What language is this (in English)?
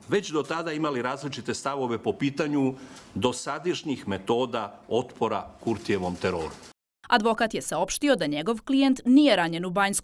Serbian